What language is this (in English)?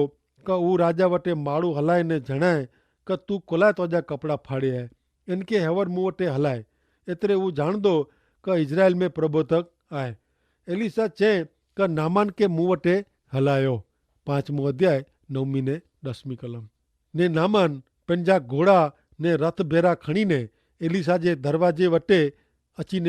Kachhi